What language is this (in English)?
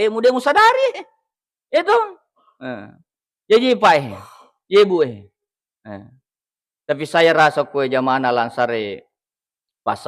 Buginese